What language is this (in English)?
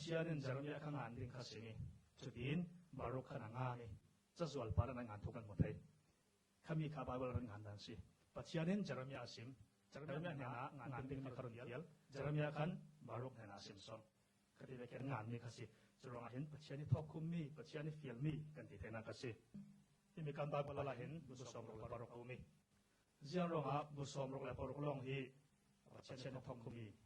Falam Chin